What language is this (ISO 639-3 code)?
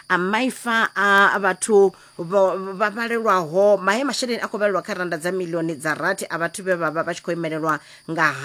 ven